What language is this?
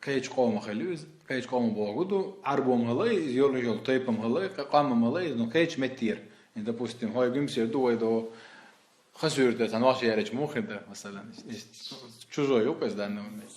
Chechen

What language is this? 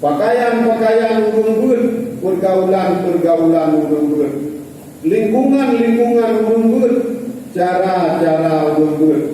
Achinese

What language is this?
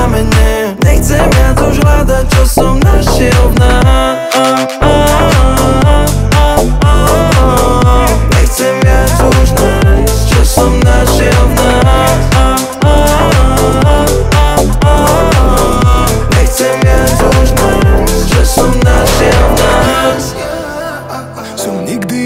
Slovak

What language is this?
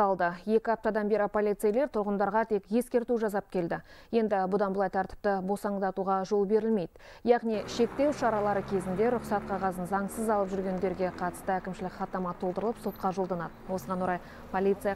Kazakh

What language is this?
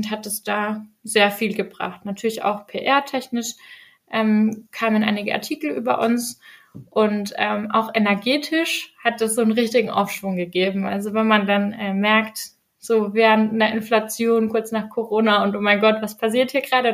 German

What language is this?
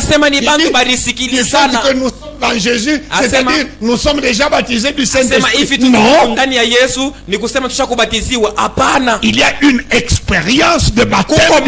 Swahili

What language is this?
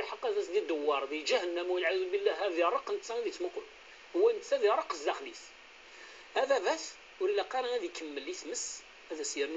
Kabyle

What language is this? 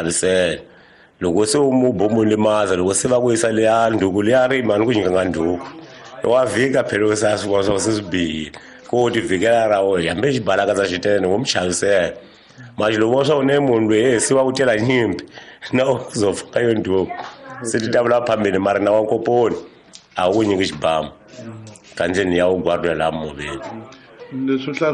Tsonga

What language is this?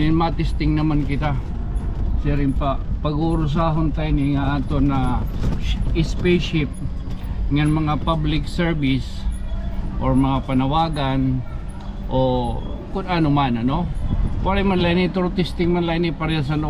Waray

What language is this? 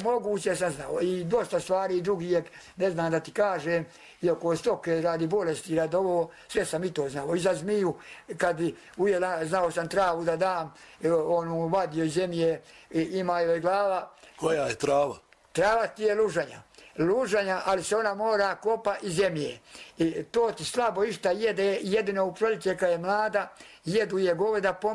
Bosnian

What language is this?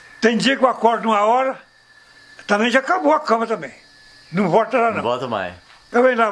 Portuguese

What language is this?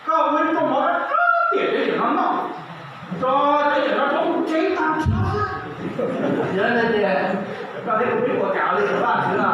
Hmong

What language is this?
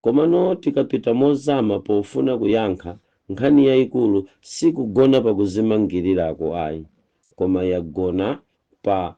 Nyanja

